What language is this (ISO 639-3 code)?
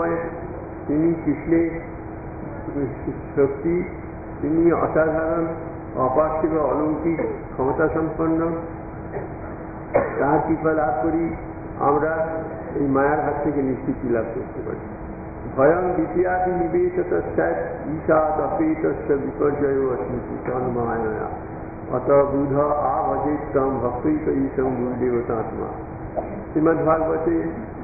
ben